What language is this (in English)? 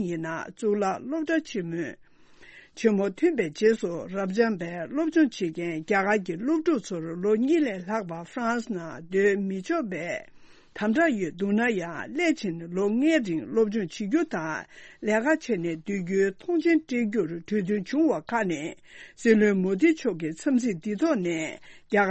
Tibetan